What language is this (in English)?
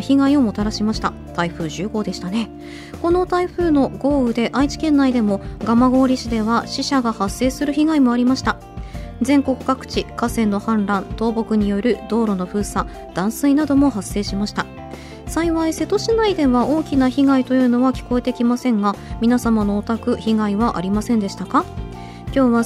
Japanese